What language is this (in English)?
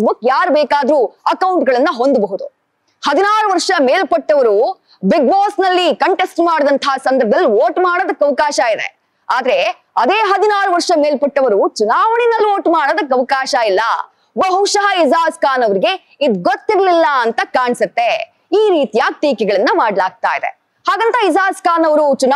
Kannada